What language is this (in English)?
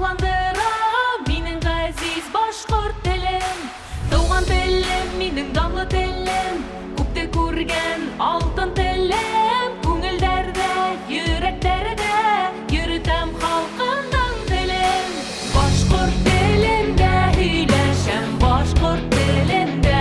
Bashkir